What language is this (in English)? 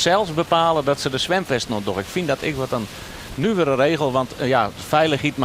Western Frisian